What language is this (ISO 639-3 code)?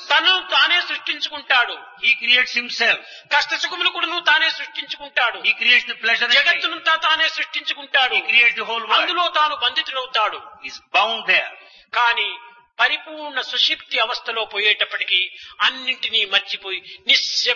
tel